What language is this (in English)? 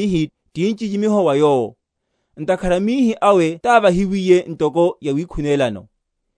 Makhuwa